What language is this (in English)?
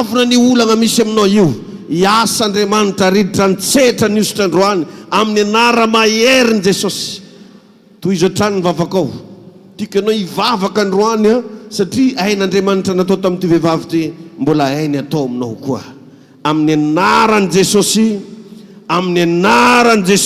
Malagasy